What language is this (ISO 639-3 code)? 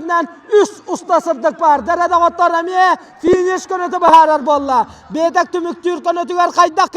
sah